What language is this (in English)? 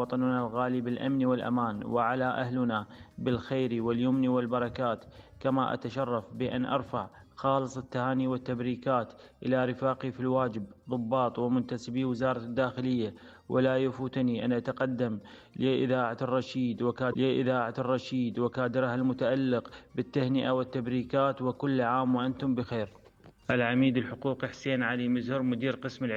Mesopotamian Arabic